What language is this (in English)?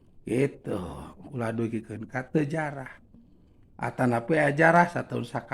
Sundanese